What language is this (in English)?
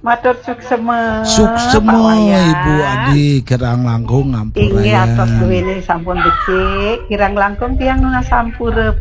Balinese